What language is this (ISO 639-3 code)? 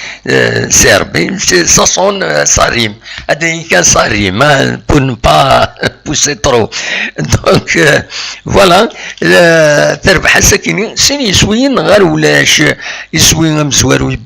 kab